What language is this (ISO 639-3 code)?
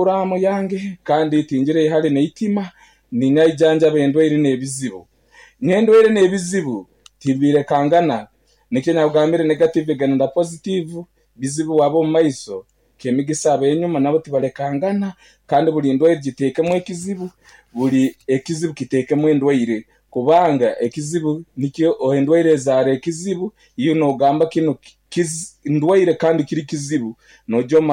nyn